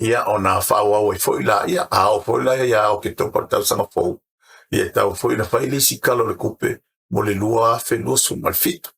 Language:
Samoan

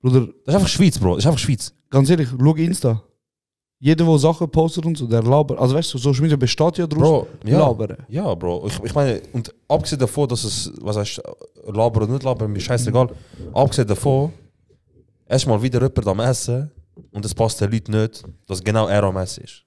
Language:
Swiss German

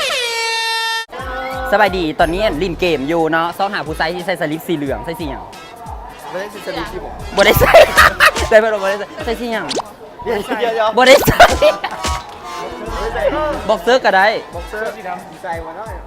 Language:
Lao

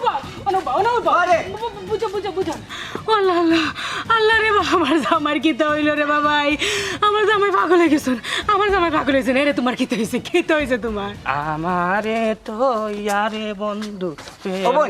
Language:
Sylheti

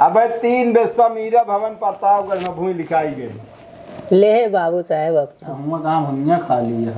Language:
Awadhi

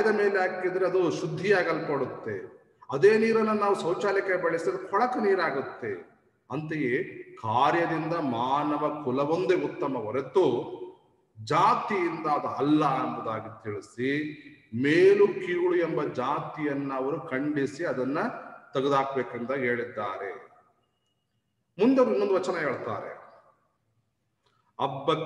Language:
Kannada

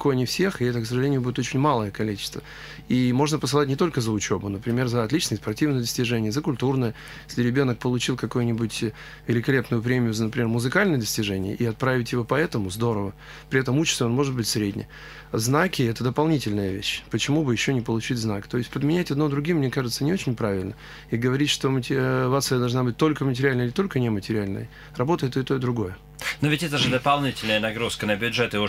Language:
Russian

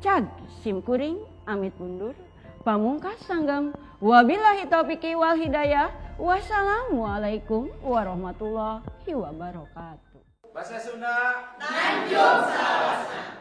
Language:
Sundanese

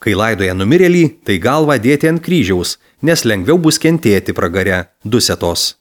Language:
Lithuanian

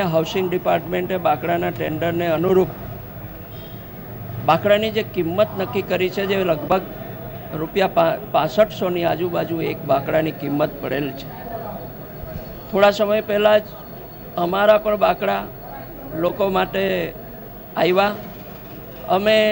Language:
Gujarati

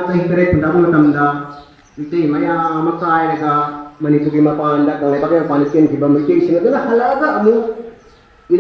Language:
Manipuri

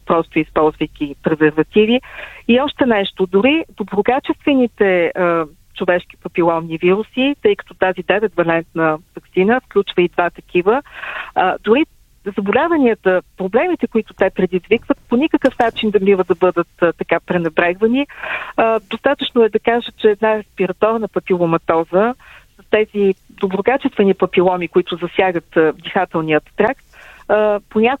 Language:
Bulgarian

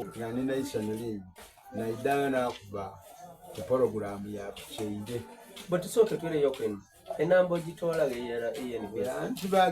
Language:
Soga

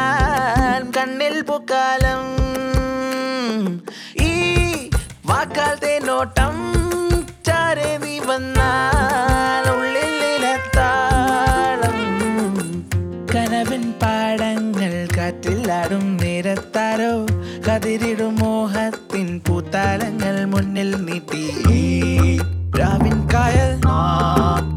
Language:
Malayalam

